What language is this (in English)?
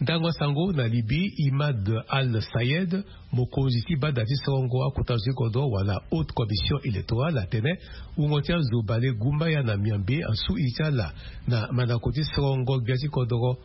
Sango